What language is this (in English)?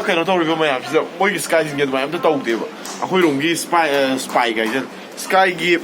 Manipuri